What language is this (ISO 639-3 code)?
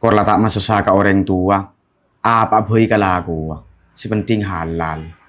mad